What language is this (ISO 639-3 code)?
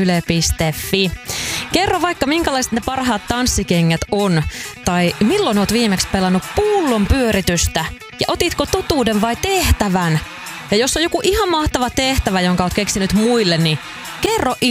fin